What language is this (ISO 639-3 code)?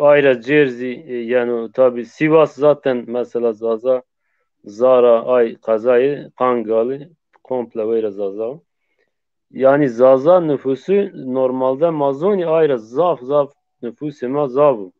zza